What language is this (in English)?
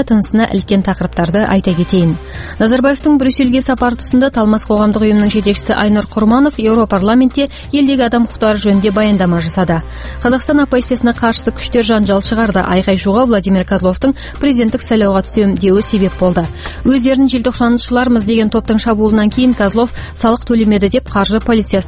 Kazakh